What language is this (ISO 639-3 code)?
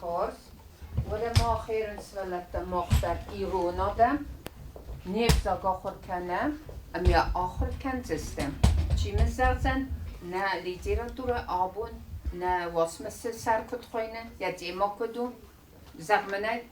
oss